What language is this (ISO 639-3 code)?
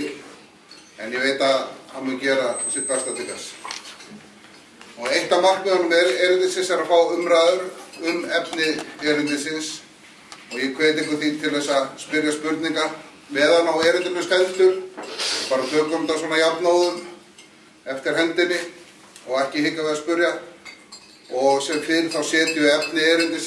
isl